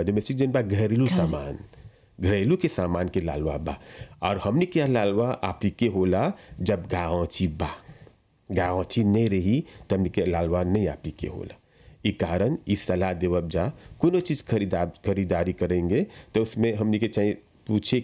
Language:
Bhojpuri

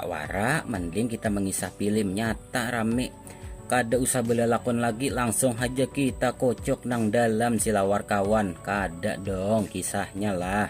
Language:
Banjar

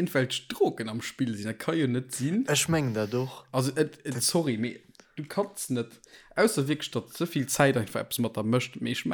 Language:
Luxembourgish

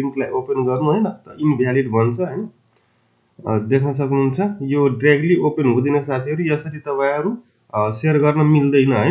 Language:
Nepali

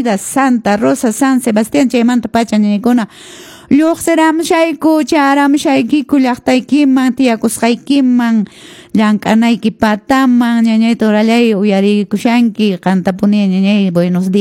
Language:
Quechua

